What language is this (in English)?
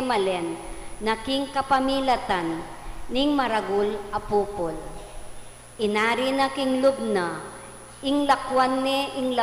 Pampanga